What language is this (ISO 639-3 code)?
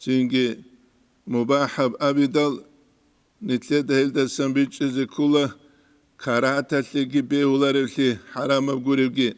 ava